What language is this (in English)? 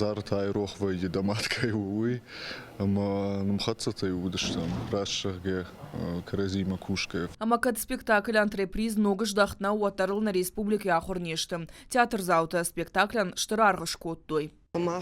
Ossetic